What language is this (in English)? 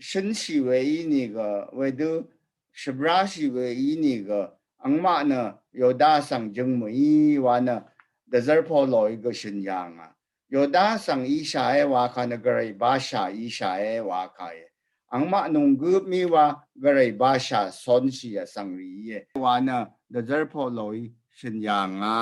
Rawang